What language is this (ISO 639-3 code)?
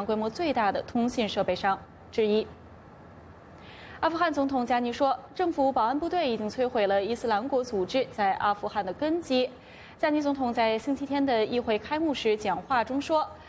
zho